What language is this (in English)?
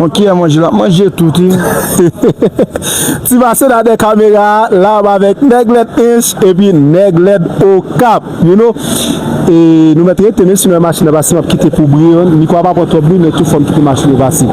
Haitian Creole